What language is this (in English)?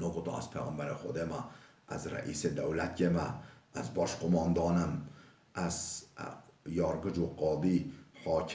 Kurdish